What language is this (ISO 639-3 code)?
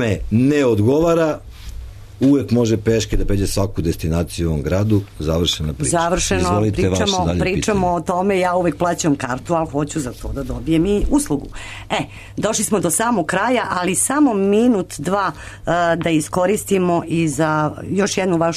srp